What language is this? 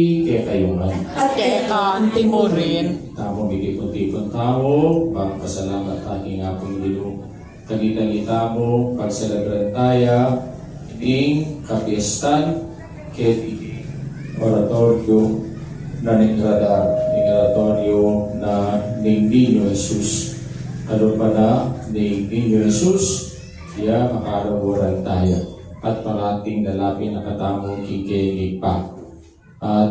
Pampanga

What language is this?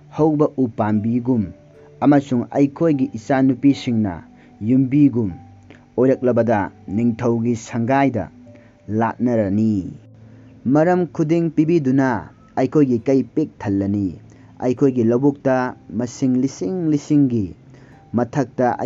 Manipuri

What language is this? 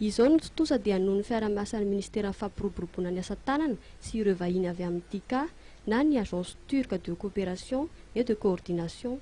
Malagasy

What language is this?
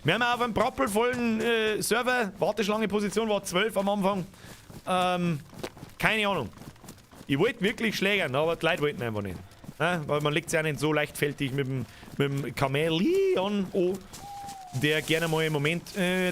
Bavarian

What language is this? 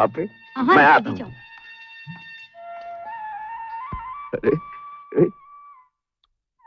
Hindi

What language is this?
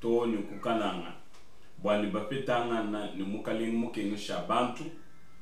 Luba-Lulua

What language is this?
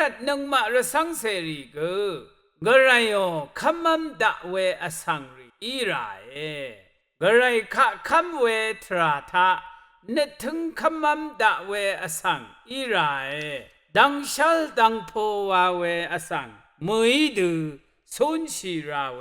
Rawang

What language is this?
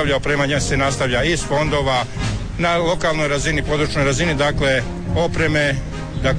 Croatian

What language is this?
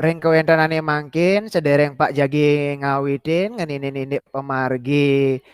Balinese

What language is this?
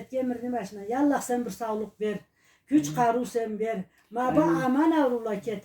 Karachay-Balkar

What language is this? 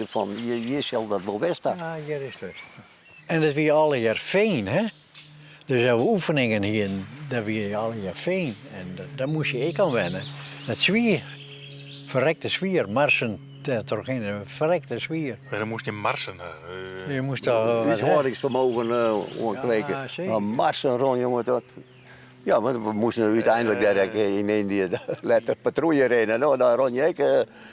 Western Frisian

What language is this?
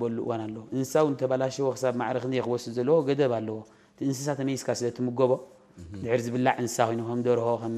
Tigrinya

